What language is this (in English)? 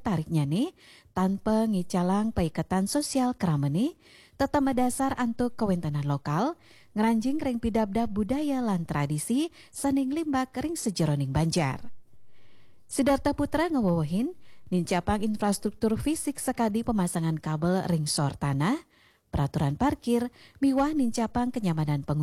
Balinese